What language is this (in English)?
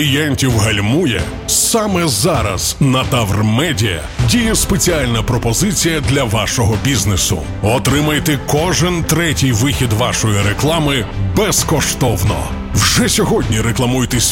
Ukrainian